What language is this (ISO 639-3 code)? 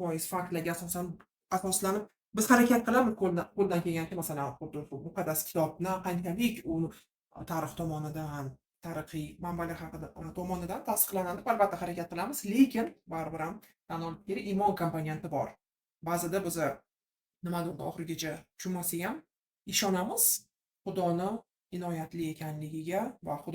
uzb